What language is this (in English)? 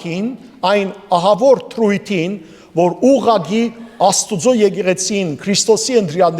Western Armenian